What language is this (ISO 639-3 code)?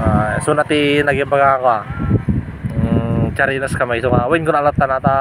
ilo